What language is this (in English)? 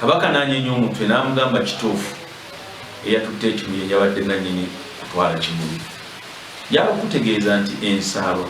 Ganda